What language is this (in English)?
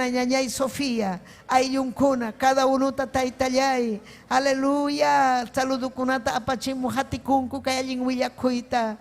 Ayacucho Quechua